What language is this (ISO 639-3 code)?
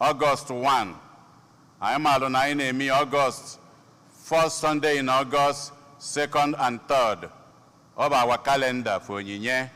ibo